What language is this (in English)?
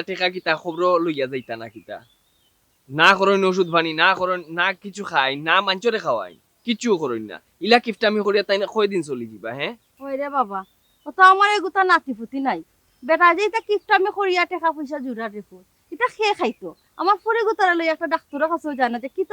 Sylheti